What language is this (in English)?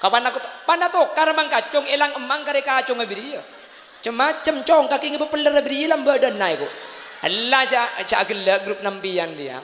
Madurese